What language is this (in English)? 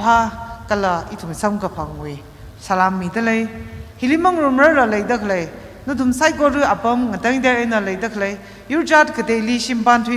Tangkhul Naga (India)